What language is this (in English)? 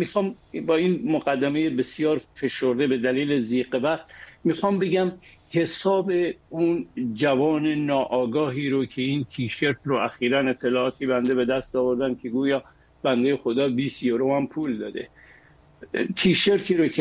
Persian